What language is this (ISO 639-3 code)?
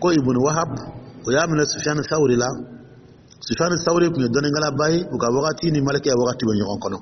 dyu